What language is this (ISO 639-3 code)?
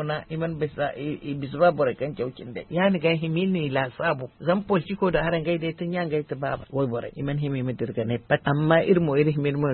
dje